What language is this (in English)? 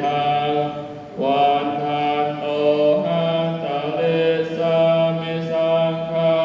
Pali